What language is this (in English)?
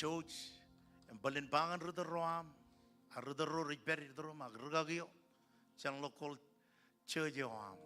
Marshallese